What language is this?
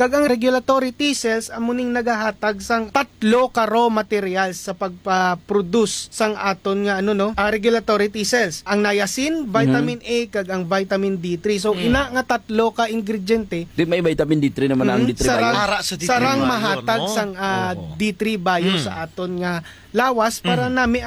Hiligaynon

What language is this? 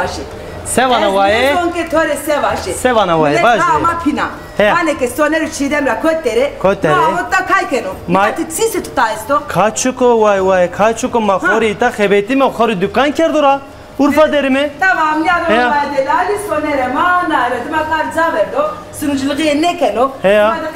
Zaza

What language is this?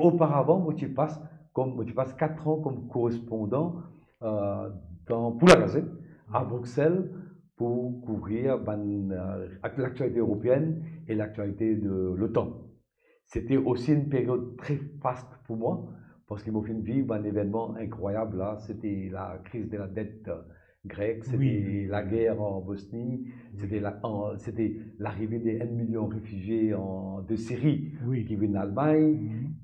Morisyen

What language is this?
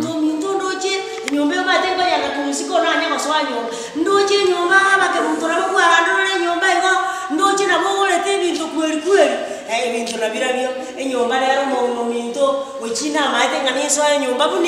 Gusii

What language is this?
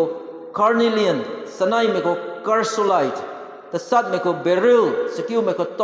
Rongmei Naga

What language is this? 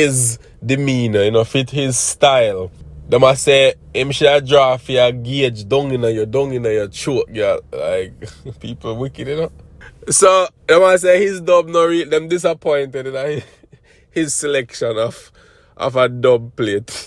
Jamaican Creole English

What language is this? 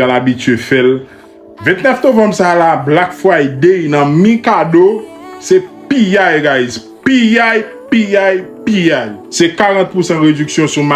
Haitian Creole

